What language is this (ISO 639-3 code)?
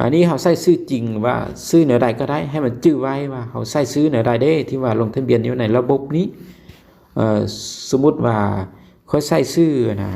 lao